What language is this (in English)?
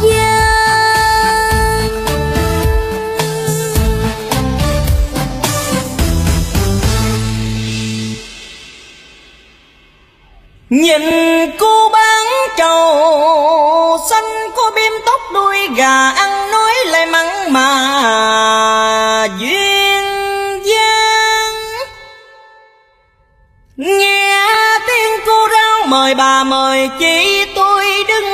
Vietnamese